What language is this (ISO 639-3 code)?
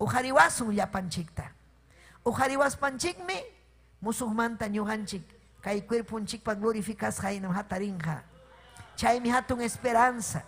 quy